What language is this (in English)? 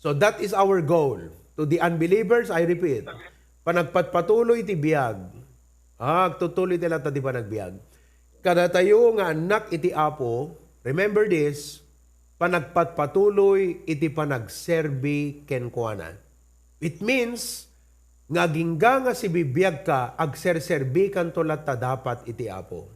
Iloko